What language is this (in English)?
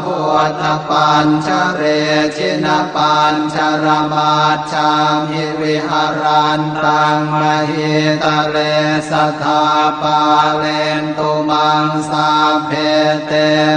Pali